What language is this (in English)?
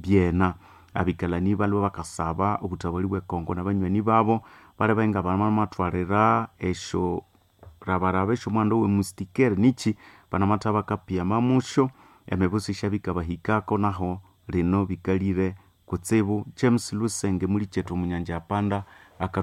Nande